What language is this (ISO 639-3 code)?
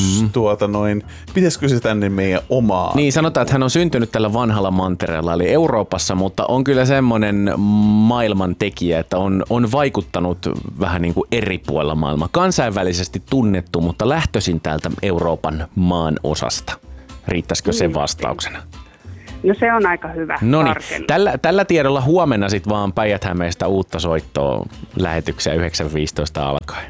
fin